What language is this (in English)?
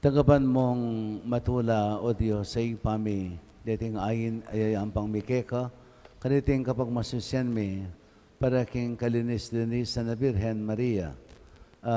Pampanga